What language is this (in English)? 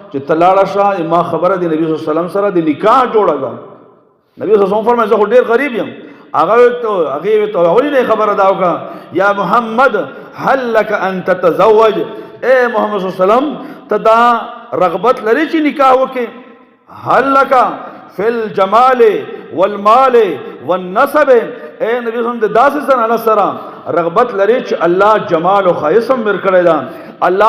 Pashto